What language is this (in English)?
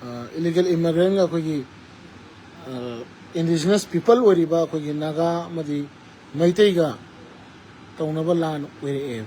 Manipuri